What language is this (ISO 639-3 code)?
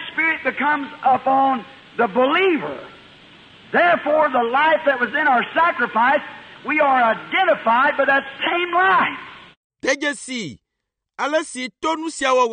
ewe